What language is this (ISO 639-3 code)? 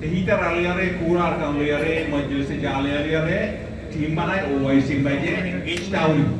rhg